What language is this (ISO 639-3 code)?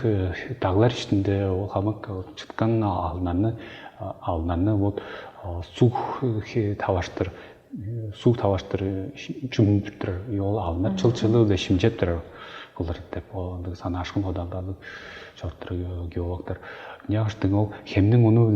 tyv